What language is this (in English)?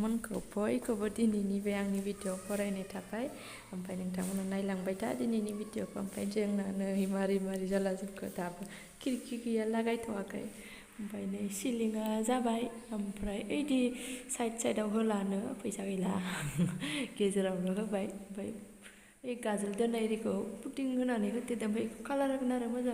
Bodo